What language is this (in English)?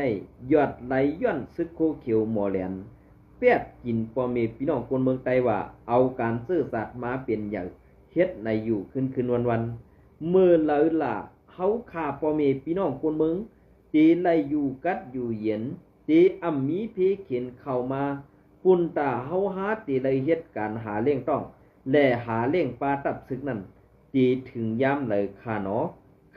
Shan